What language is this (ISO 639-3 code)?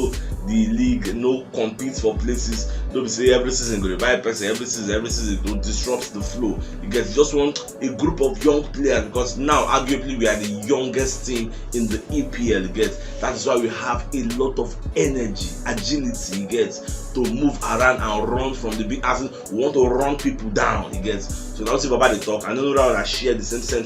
pcm